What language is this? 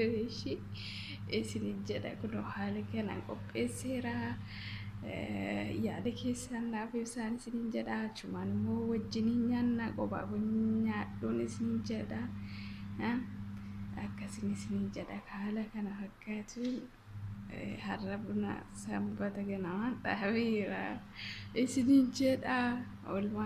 Oromo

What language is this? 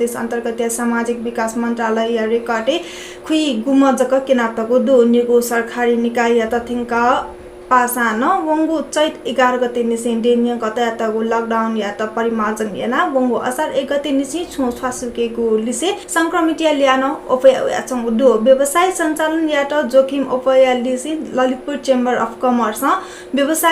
Newari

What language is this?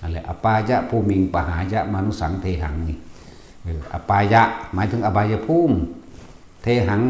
Lao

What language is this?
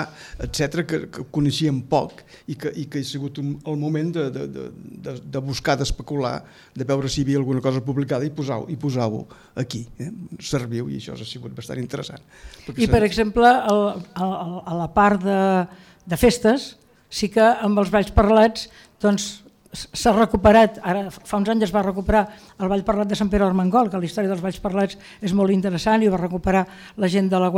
Catalan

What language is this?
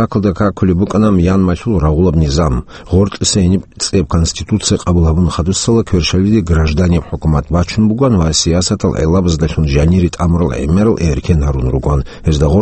Avaric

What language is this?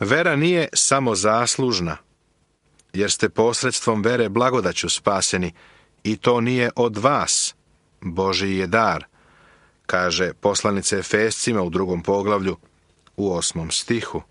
Serbian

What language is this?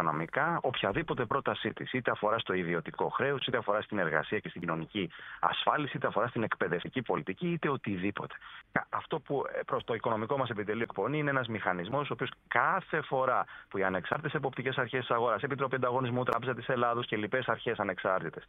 Greek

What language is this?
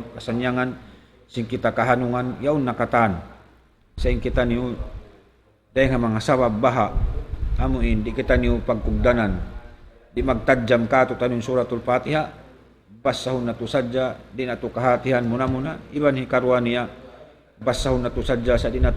Tausug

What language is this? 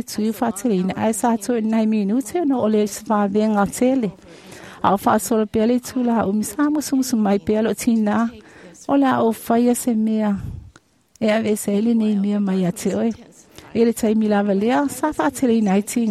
Samoan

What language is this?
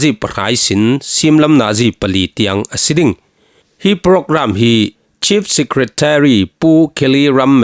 Falam Chin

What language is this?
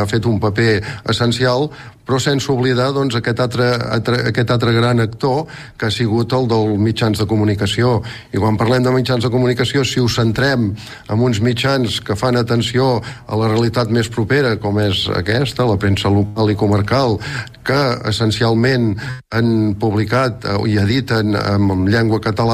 Catalan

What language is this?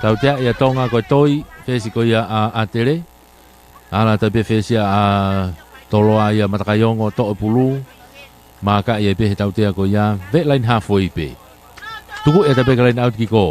Tongan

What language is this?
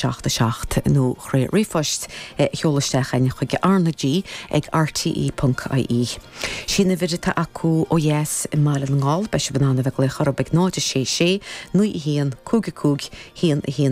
Irish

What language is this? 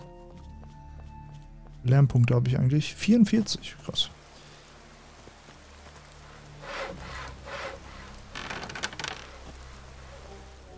German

